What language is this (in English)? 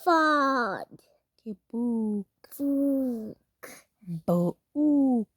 Tswana